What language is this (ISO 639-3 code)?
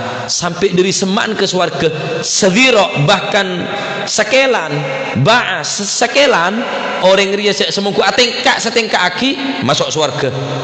mad